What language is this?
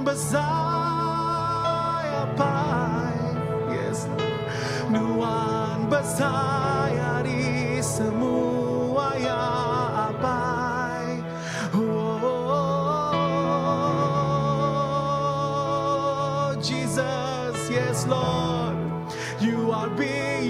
Iban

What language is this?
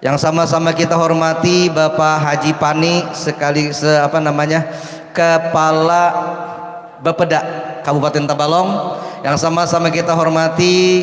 Banjar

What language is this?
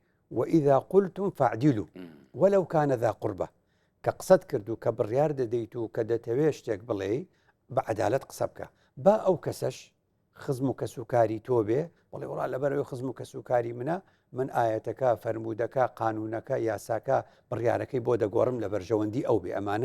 Central Kurdish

